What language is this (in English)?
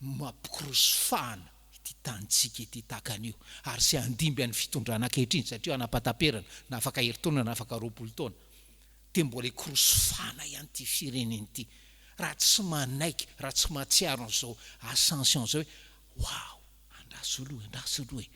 Malagasy